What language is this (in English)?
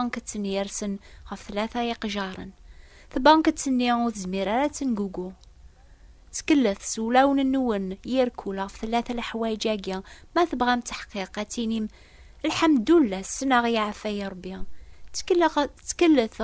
Kabyle